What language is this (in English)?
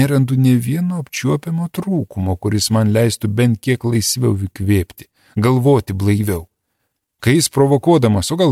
Lithuanian